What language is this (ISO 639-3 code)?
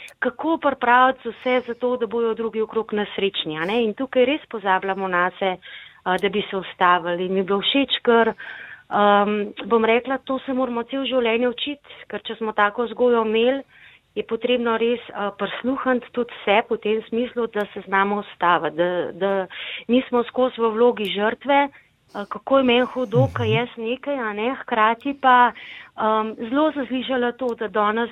slv